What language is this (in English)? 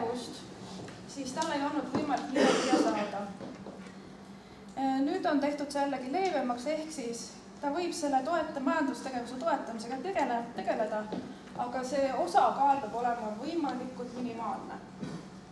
Estonian